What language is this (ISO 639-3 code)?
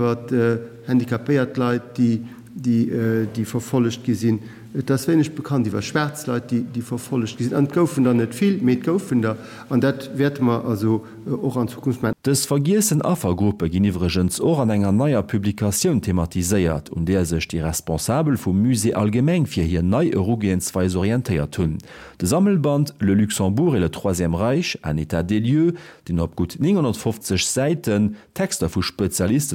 ltz